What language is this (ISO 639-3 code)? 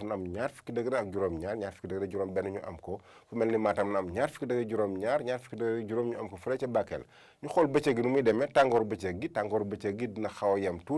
wol